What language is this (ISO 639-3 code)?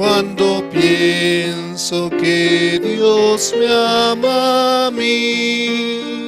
aym